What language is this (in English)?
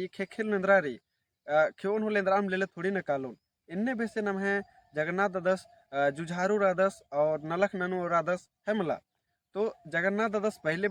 Kurukh